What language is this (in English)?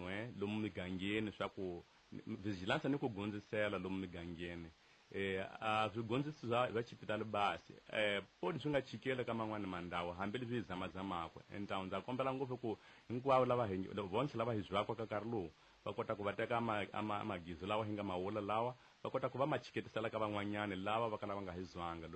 Tsonga